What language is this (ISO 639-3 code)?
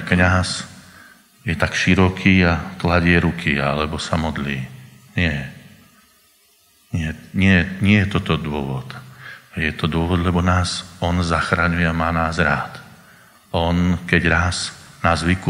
slk